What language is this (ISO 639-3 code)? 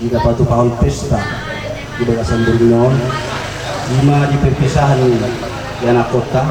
bbc